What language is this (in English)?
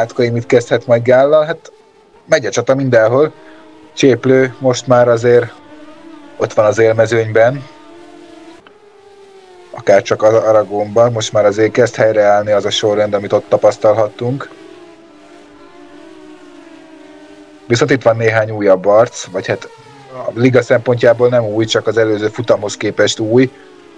Hungarian